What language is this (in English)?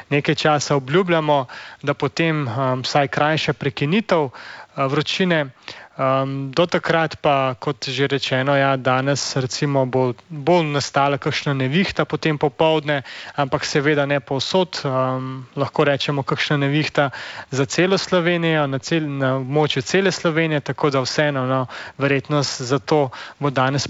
Slovenian